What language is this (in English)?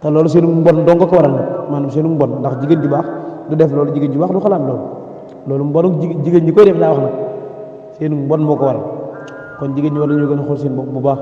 Wolof